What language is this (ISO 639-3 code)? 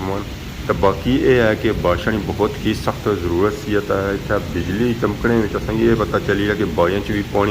phr